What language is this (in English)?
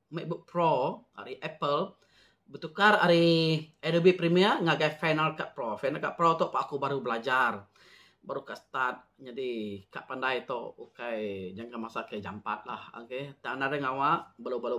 Iban